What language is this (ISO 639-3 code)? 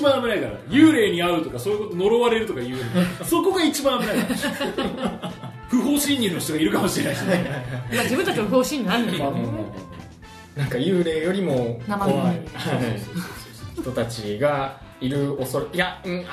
jpn